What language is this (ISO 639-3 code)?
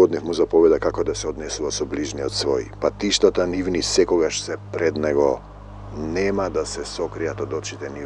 mkd